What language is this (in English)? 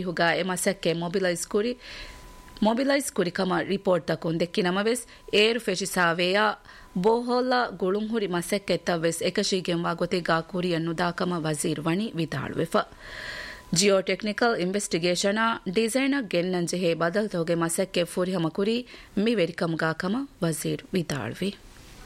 Divehi